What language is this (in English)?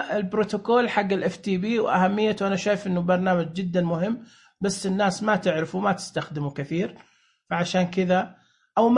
Najdi Arabic